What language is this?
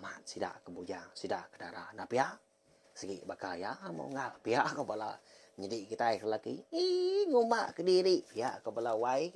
Iban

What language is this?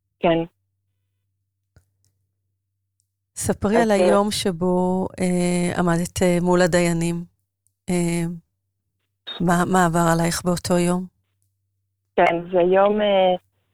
Hebrew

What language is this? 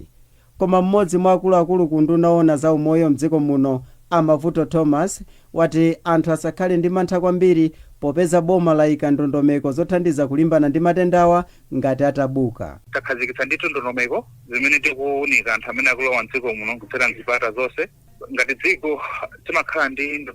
Nyanja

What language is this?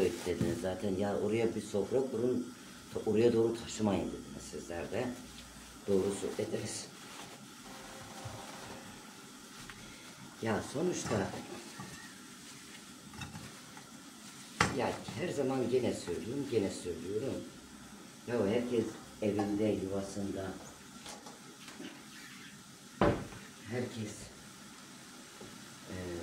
Turkish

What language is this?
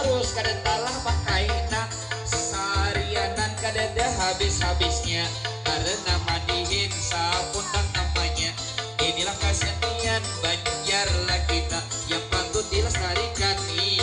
Banjar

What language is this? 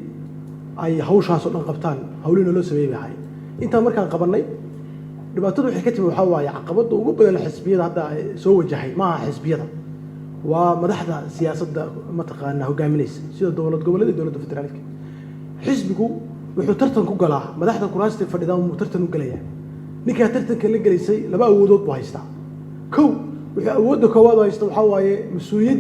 Somali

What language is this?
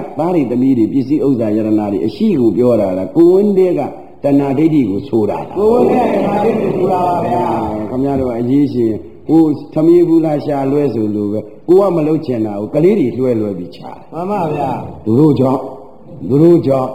Burmese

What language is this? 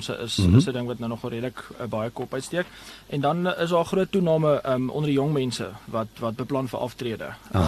Afrikaans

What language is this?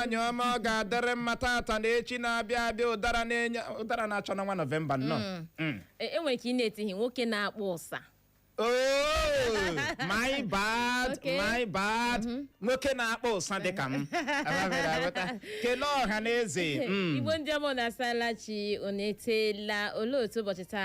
Igbo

